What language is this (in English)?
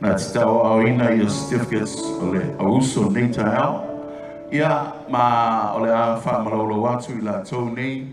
Samoan